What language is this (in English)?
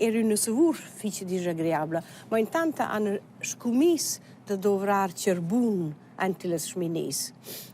Romansh